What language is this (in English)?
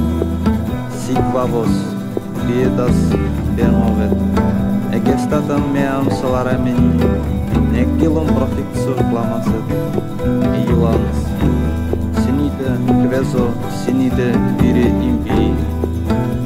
Latin